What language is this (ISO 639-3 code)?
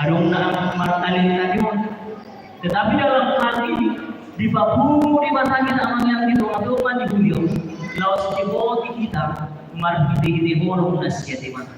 bbc